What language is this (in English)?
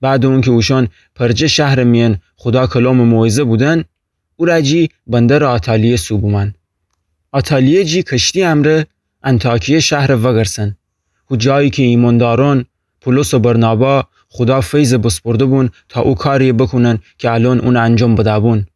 Gilaki